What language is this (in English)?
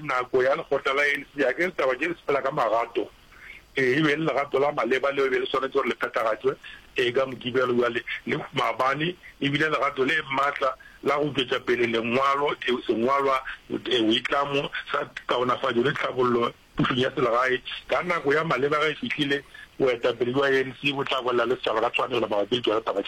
Northern Sotho